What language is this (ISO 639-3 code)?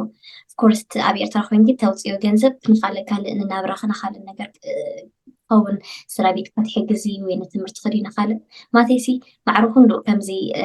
tir